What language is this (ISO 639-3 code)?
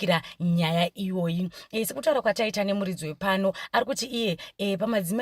sna